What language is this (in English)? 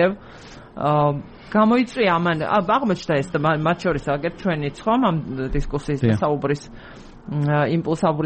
Georgian